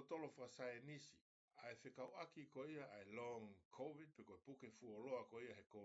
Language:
Tongan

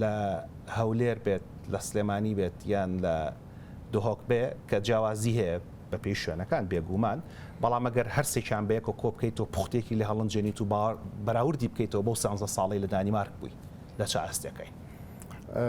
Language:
Central Kurdish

